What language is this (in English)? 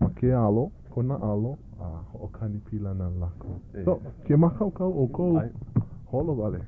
Hawaiian